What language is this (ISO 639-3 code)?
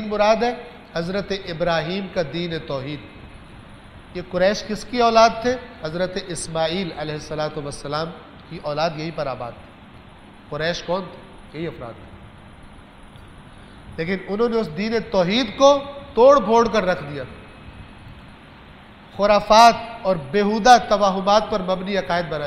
urd